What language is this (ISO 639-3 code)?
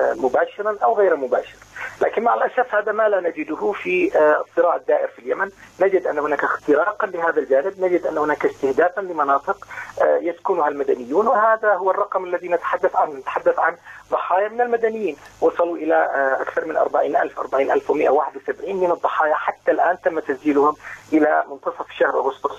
ara